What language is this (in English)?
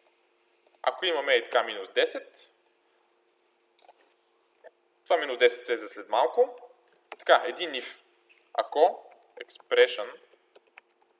Bulgarian